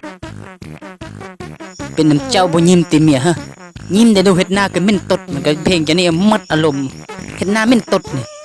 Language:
Lao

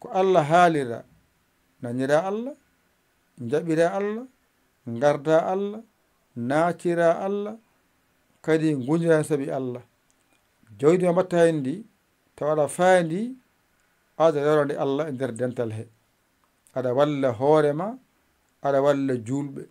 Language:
Fula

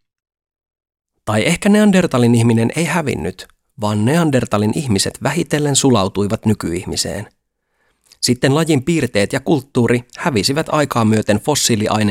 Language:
Finnish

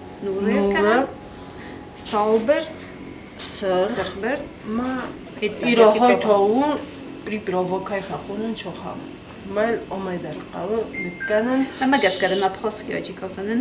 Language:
Ossetic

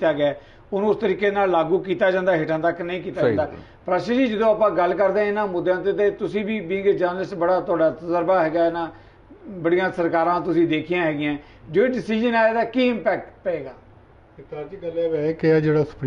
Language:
Punjabi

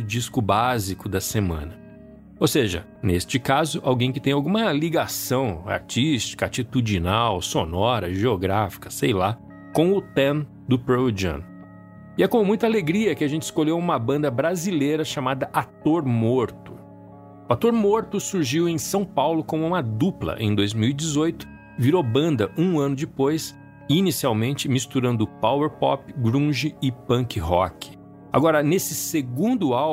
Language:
Portuguese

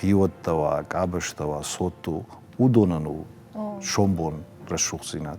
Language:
Ossetic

